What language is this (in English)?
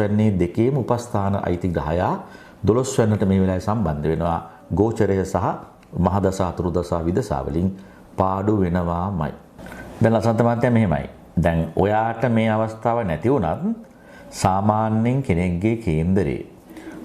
Sinhala